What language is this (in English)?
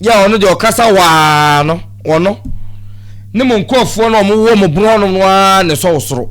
Akan